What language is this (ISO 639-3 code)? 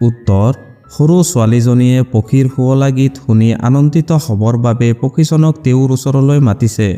asm